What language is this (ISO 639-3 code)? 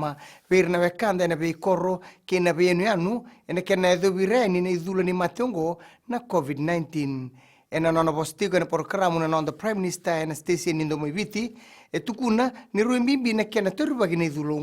fij